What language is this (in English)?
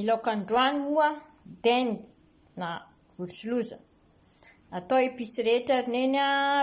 Malagasy